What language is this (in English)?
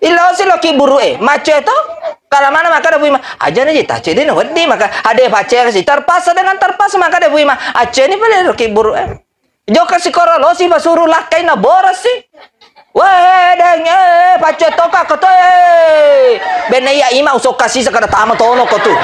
Buginese